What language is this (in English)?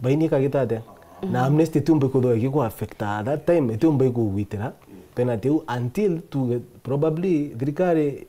Meru